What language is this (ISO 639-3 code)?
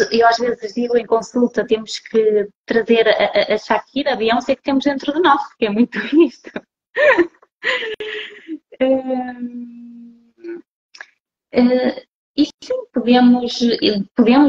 por